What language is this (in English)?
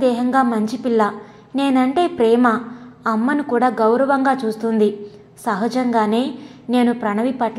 Telugu